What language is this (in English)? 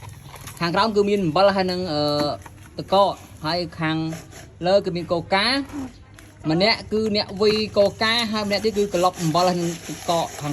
Khmer